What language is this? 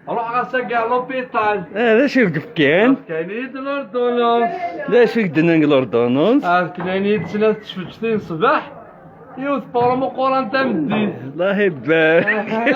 Kabyle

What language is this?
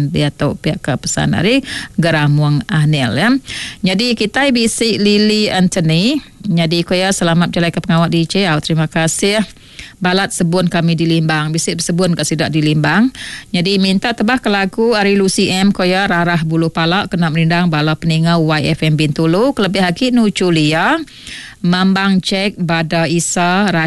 Iban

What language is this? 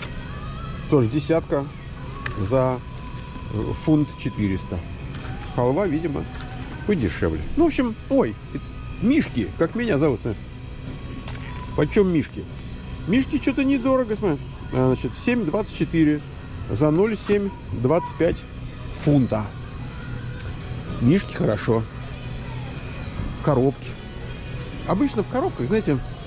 Russian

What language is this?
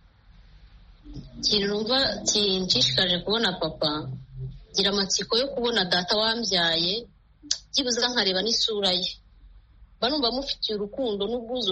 Kinyarwanda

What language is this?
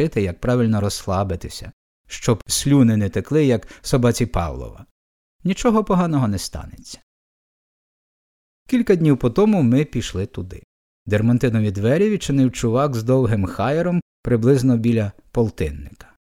Ukrainian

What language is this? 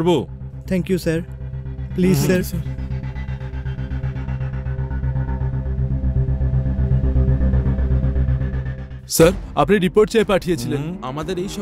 Bangla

